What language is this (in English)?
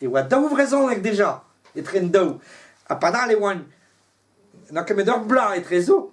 Breton